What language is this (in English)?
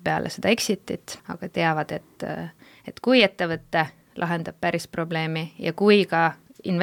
Estonian